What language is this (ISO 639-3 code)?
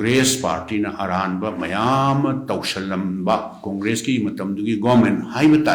mni